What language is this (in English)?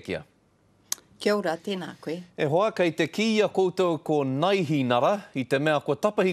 Māori